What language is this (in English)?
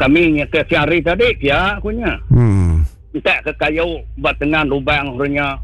Iban